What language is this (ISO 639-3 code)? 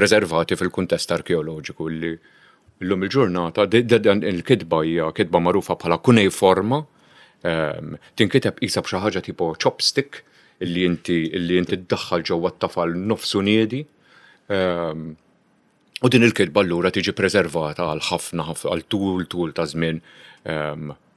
mlt